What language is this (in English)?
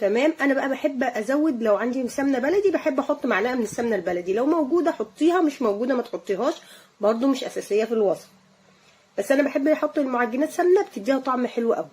Egyptian Arabic